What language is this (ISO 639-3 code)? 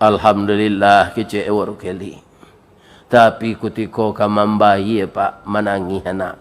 min